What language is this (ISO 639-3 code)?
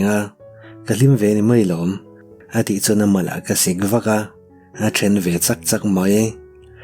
lus